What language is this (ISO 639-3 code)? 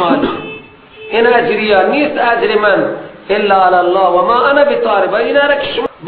fas